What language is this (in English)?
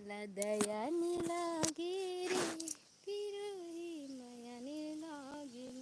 Chhattisgarhi